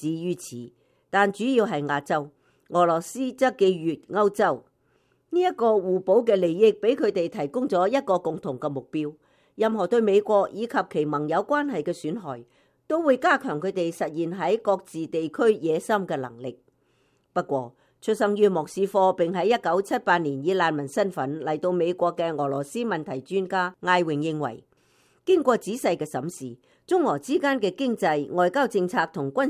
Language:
Cantonese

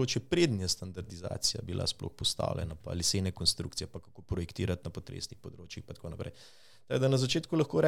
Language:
Slovenian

